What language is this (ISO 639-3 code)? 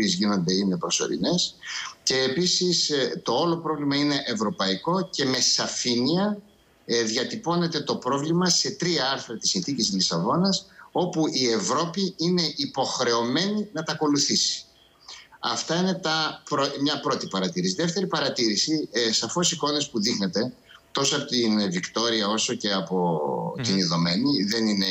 ell